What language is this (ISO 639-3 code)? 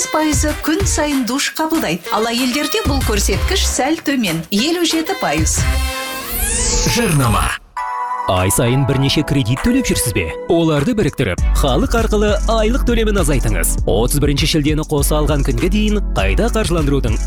kaz